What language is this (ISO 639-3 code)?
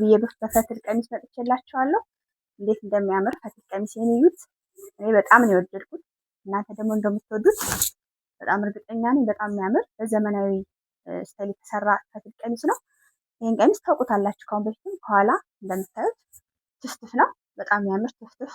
amh